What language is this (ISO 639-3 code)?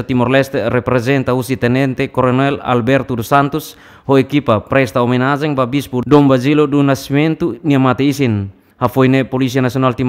tet